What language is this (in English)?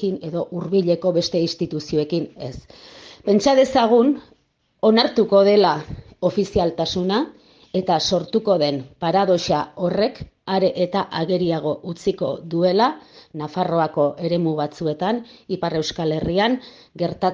Basque